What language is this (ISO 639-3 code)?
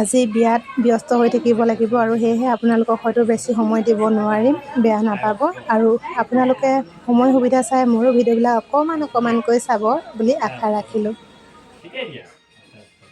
asm